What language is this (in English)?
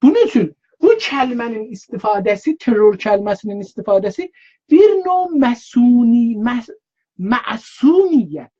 South Azerbaijani